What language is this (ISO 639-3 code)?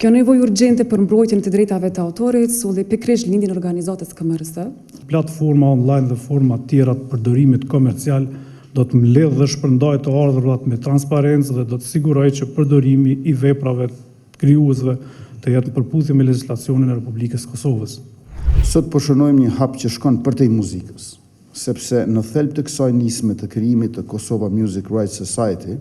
sqi